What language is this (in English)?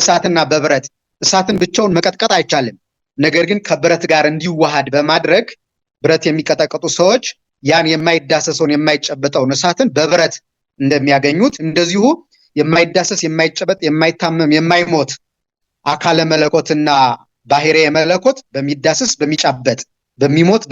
Amharic